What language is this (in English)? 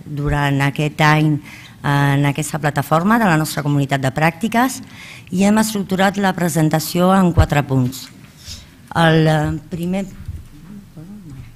Catalan